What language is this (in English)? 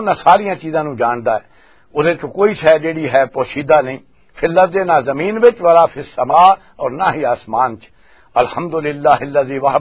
Western Panjabi